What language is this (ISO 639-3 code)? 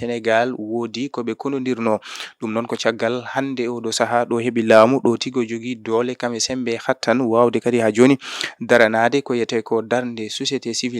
ful